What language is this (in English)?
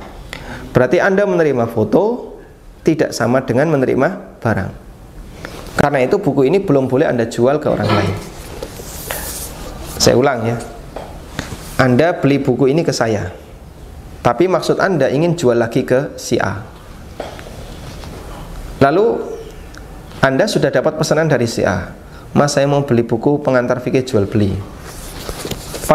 Indonesian